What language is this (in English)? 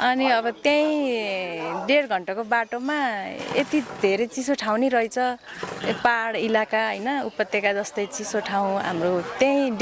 Nepali